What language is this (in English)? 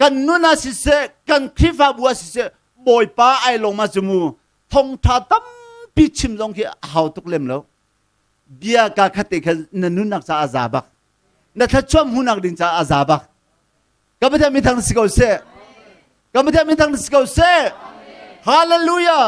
Hakha Chin